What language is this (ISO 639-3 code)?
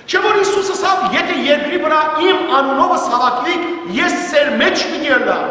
hyw